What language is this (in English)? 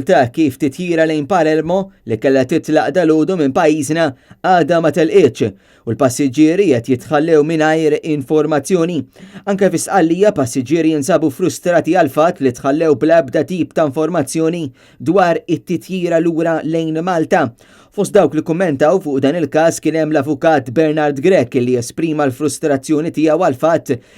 Maltese